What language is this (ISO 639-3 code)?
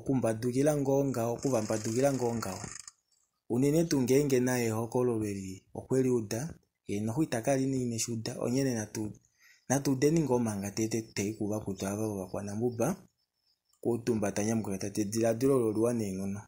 kua